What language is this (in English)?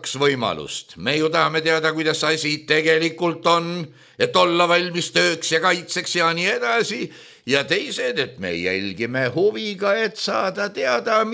Estonian